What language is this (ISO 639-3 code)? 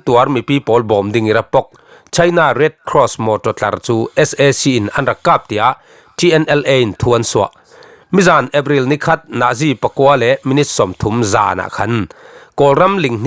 cfm